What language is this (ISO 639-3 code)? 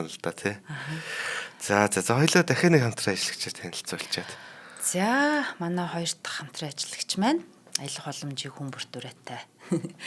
mon